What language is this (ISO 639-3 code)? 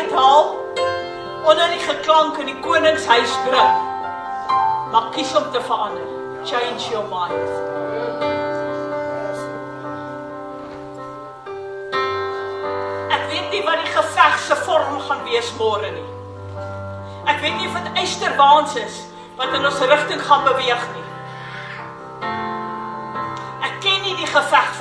afr